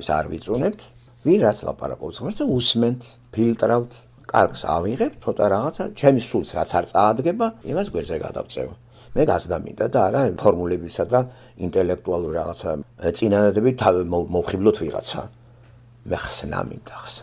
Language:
Georgian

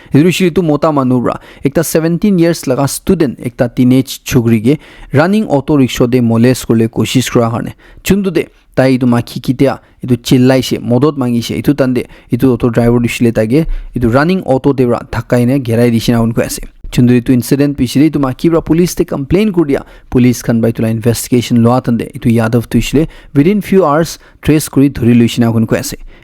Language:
Naga Pidgin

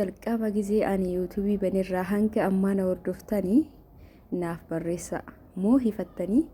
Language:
Oromo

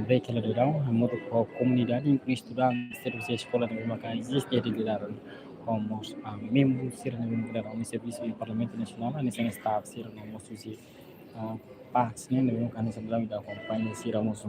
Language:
Tetum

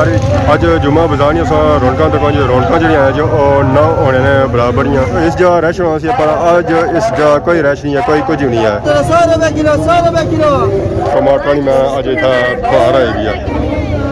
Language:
Pahari-Potwari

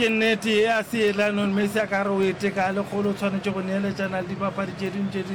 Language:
Northern Sotho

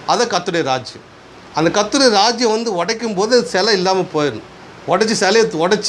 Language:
Tamil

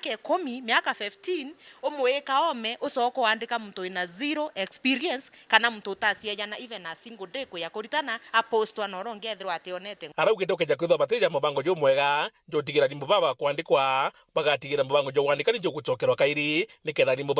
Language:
Meru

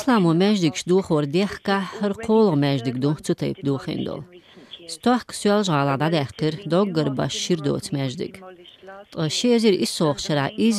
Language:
Chechen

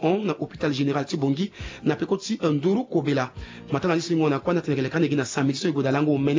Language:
Sango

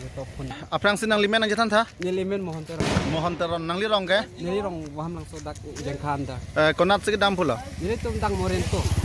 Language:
Karbi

